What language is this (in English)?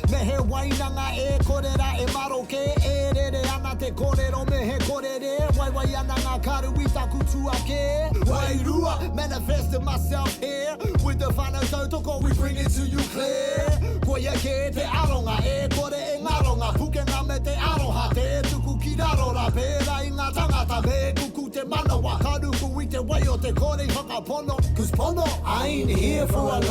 Māori